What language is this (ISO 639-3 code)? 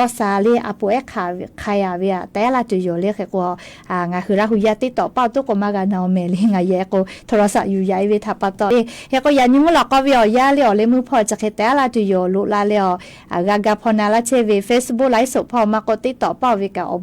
lhu